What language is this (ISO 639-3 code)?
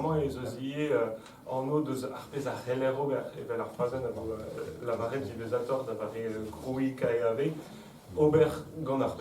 bre